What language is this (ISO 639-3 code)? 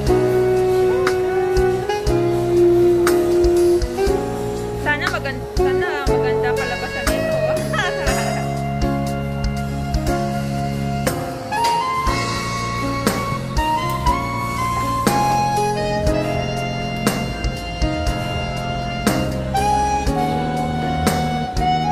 fil